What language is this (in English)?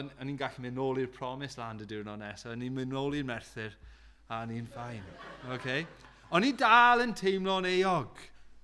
Welsh